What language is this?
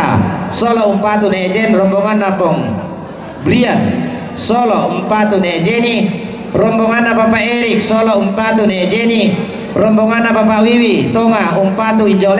Toraja-Sa'dan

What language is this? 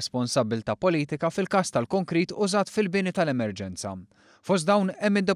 Maltese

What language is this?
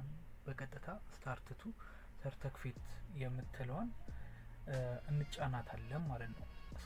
Amharic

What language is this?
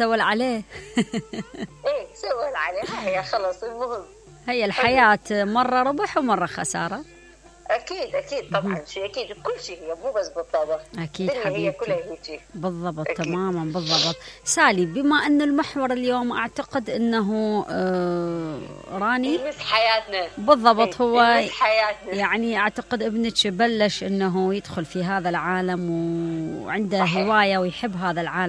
Mesopotamian Arabic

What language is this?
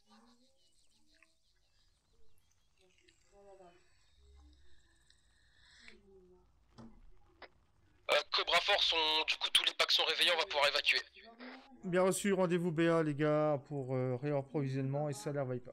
French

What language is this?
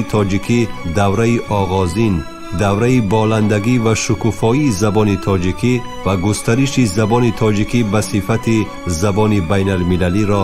Tajik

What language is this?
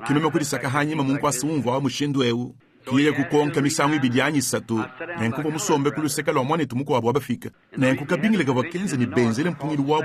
Luba-Lulua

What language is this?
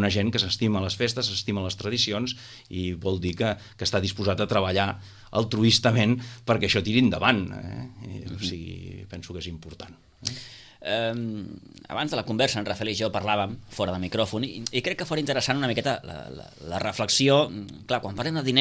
Catalan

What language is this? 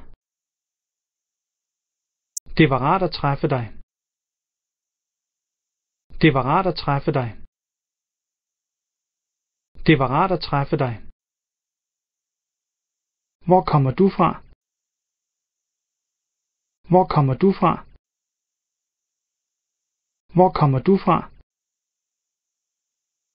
Danish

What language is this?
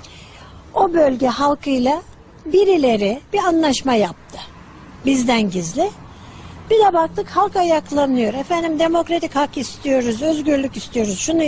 Turkish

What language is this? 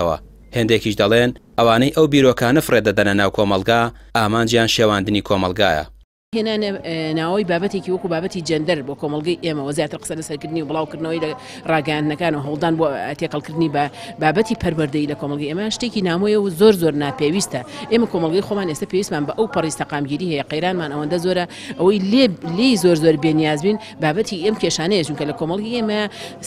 Central Kurdish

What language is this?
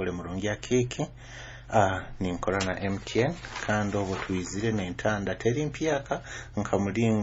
Nyoro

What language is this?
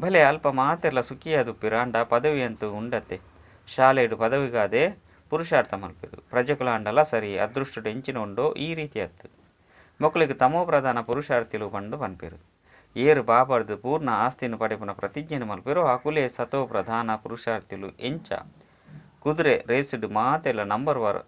Tulu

